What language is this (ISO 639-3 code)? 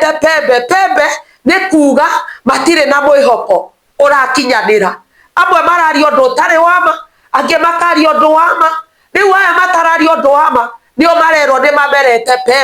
kik